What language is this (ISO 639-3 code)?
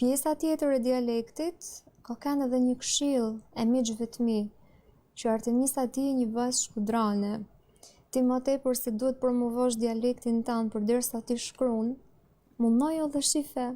sqi